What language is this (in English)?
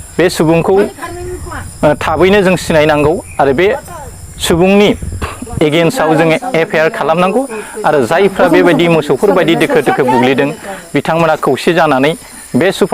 Bodo